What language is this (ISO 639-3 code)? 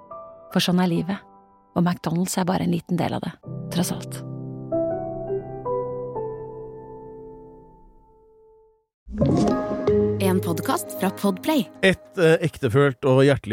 nor